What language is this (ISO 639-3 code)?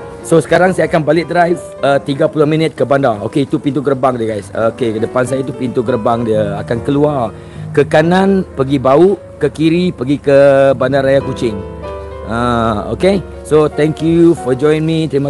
msa